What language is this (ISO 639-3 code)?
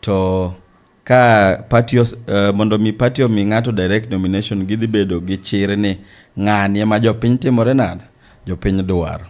luo